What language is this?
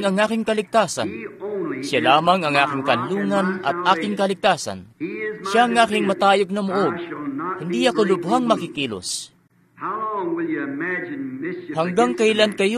Filipino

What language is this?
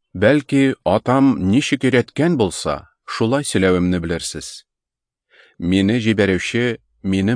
Tatar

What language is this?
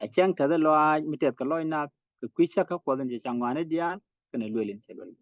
Nuer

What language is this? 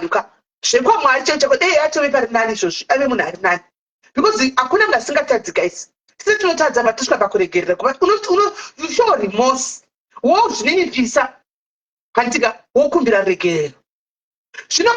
Shona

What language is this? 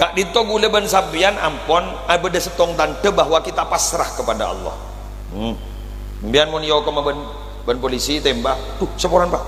Madurese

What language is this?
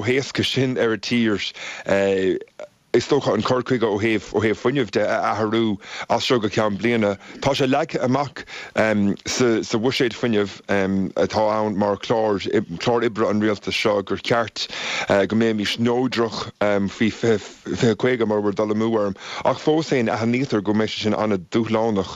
Irish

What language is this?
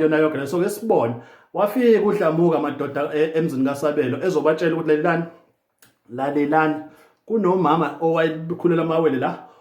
Zulu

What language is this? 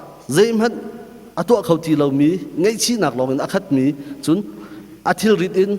Hakha Chin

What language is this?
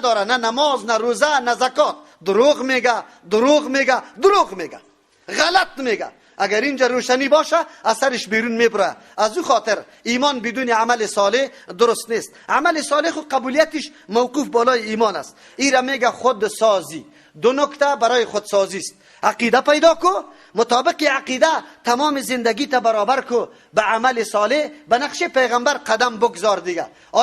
Persian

